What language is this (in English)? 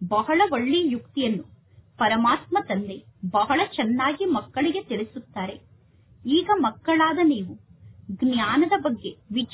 Kannada